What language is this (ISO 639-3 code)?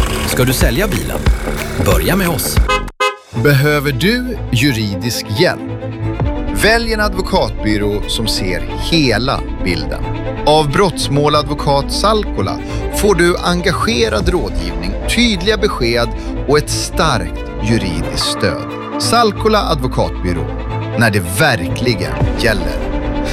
swe